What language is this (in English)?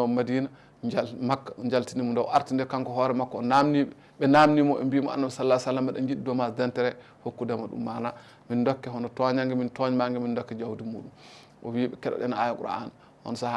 Fula